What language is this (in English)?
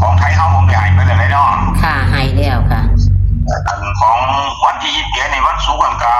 Northeastern Thai